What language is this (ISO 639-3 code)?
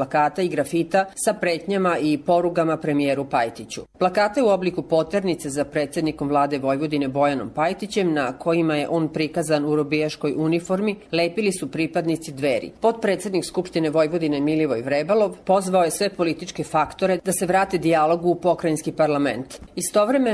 hrv